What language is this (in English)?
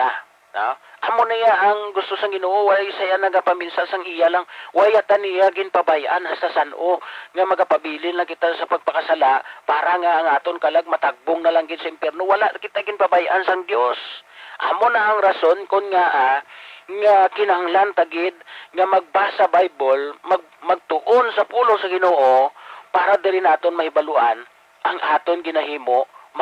Hiligaynon